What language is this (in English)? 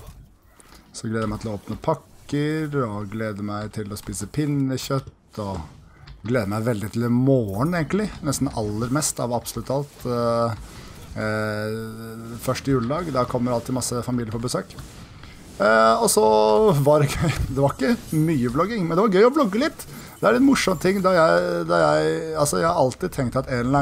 Norwegian